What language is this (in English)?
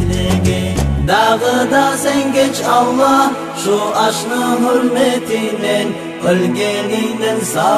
Kumyk